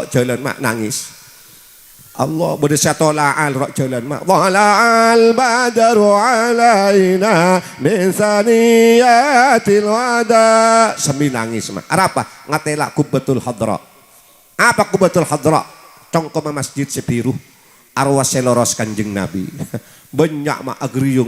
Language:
Madurese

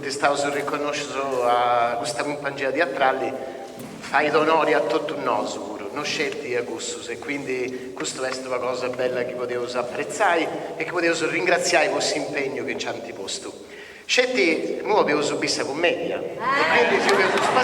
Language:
Sardinian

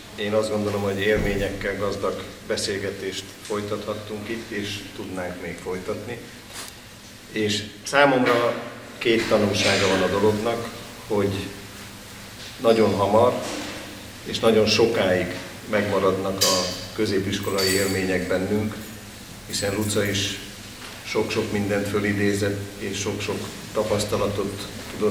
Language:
Hungarian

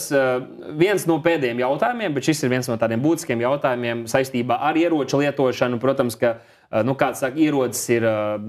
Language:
Latvian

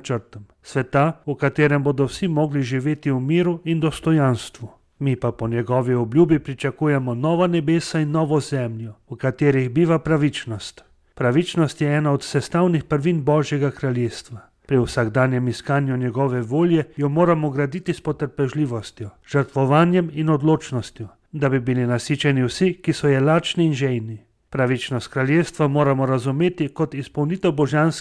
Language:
Slovenian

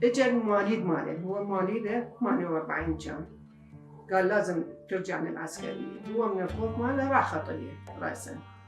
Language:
Mesopotamian Arabic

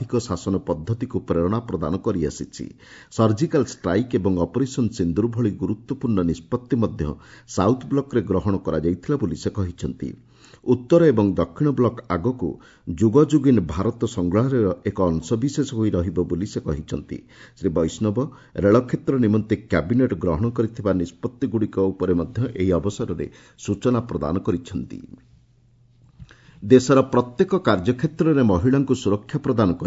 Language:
Odia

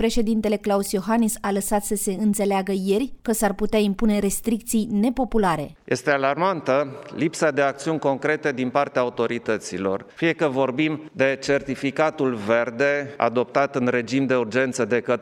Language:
Romanian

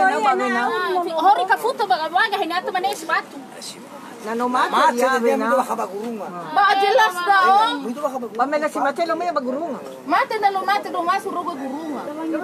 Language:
Nias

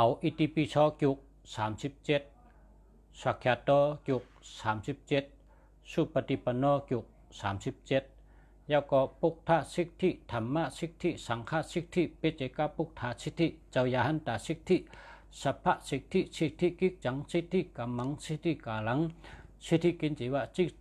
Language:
Shan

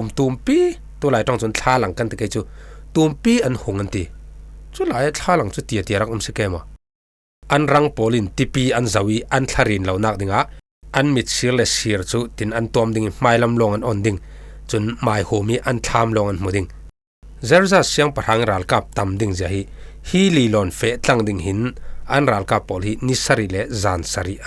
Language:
Falam Chin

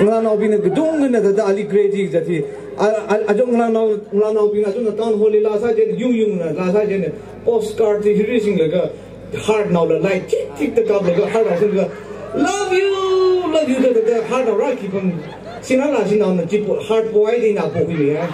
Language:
Tangkhul Naga (India)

